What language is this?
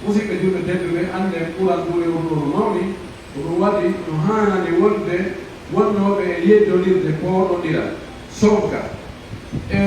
Pular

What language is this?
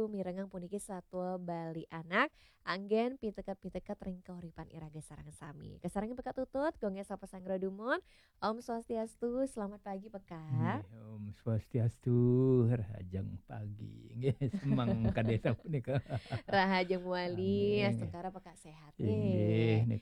Balinese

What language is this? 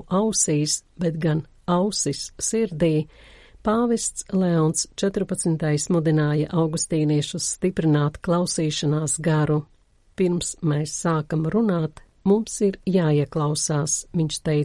Latvian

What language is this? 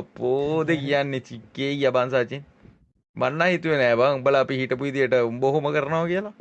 Sinhala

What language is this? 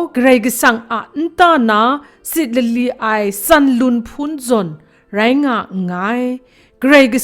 Kachin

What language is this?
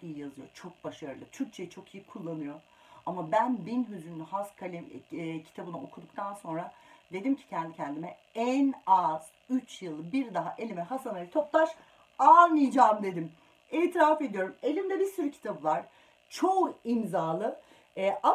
Turkish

